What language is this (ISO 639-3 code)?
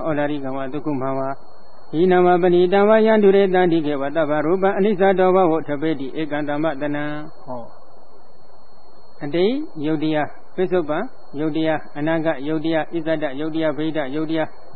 mya